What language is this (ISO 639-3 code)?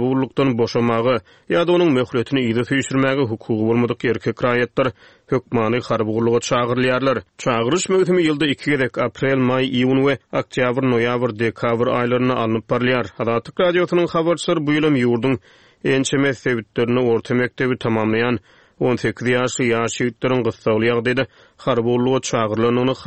tuk